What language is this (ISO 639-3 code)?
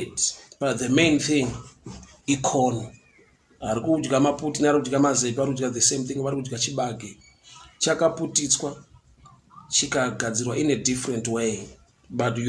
sna